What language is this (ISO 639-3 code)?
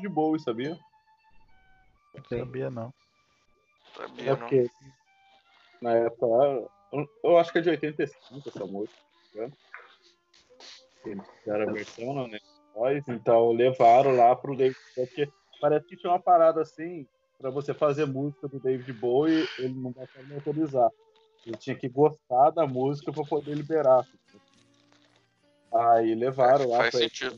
por